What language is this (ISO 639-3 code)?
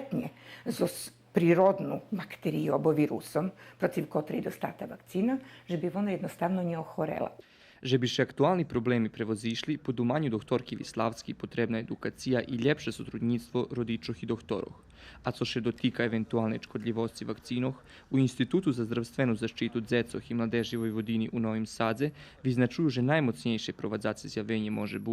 rue